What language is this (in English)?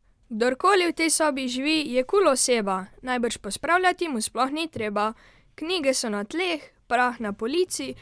Slovenian